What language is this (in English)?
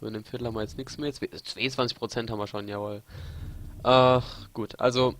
Palatine German